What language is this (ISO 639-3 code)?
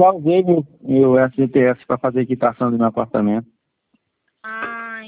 por